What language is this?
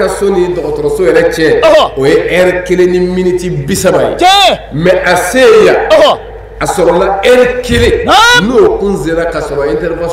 Bambara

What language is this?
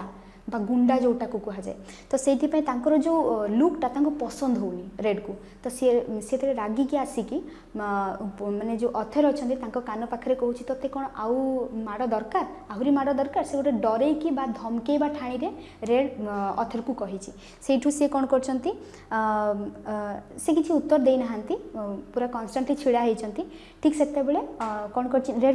Odia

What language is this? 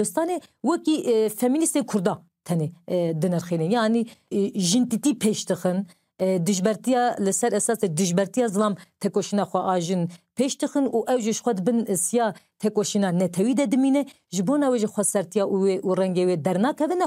Kurdish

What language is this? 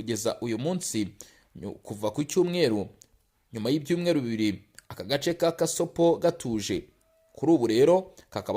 Kinyarwanda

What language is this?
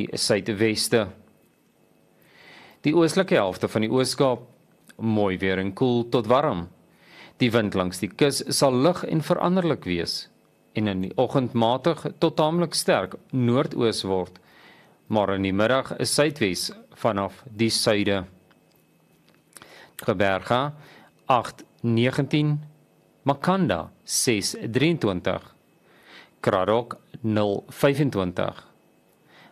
Afrikaans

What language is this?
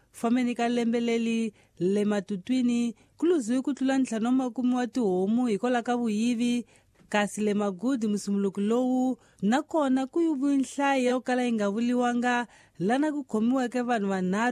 Tsonga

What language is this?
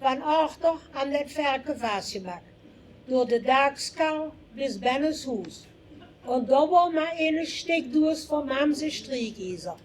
Limburgish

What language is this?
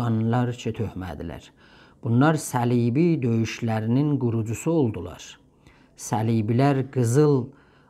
South Azerbaijani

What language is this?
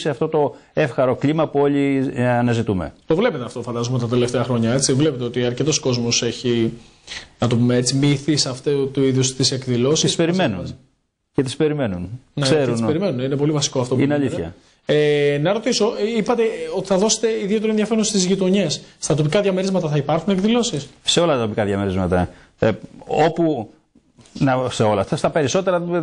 Greek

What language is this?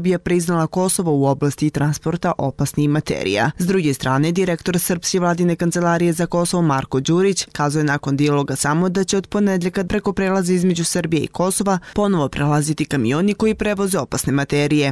Serbian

